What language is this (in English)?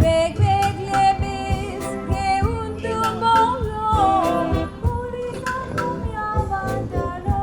Konkani